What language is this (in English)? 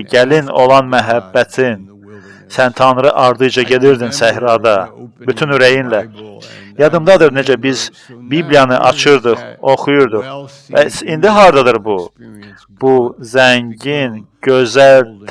Azerbaijani